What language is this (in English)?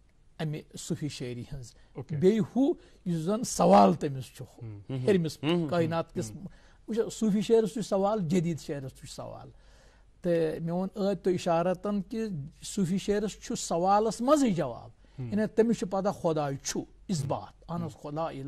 Kashmiri